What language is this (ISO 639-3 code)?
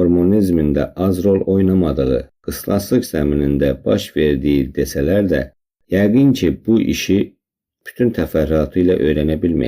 aze